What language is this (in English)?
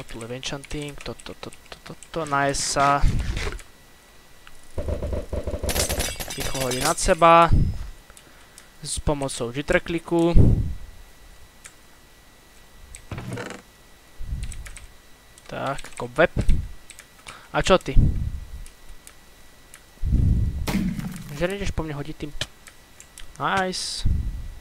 Slovak